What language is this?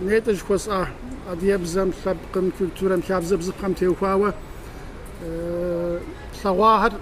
Kabardian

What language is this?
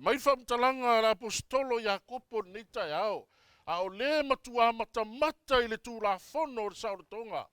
Samoan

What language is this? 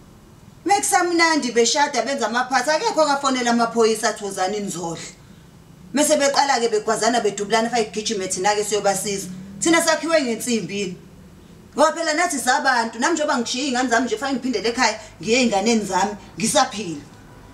Zulu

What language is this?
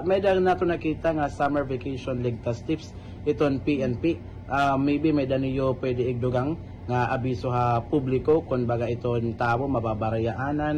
Waray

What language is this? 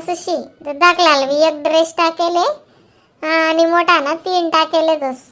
Khandesi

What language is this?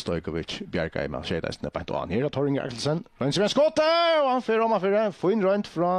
Faroese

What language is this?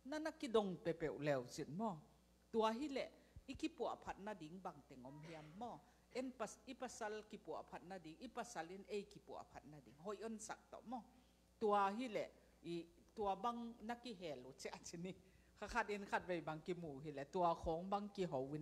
Tedim Chin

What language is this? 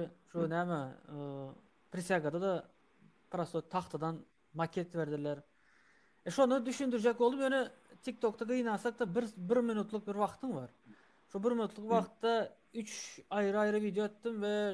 Turkmen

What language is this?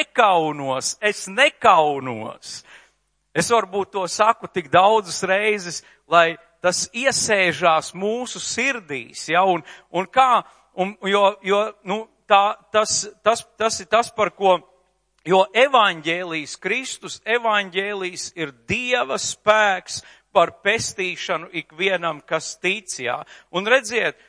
Latvian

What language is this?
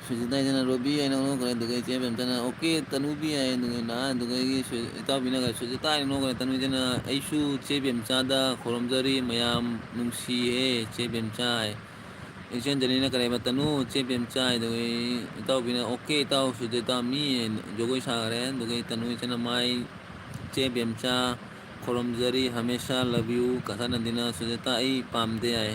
Manipuri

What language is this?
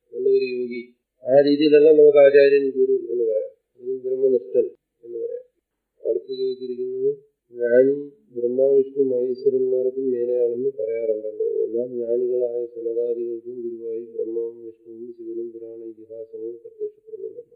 Malayalam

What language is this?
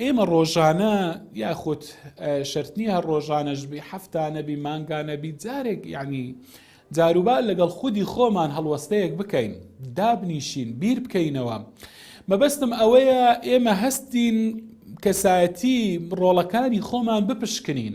Central Kurdish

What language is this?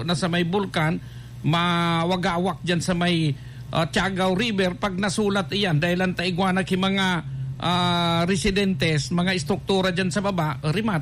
Bikol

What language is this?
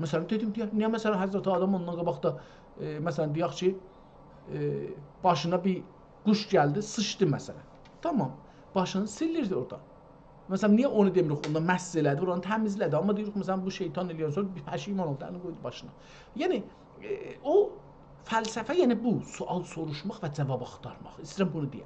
South Azerbaijani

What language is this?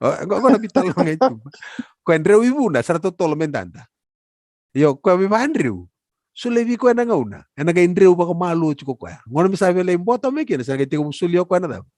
Fijian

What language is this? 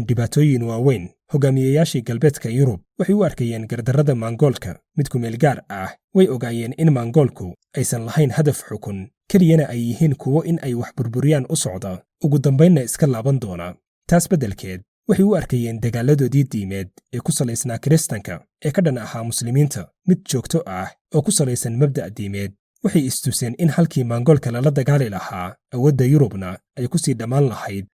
Somali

